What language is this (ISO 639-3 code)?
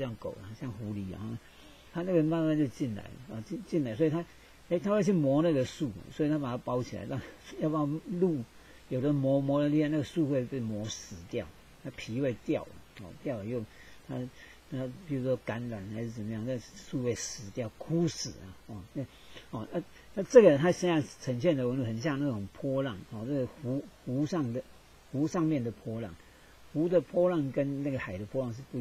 zho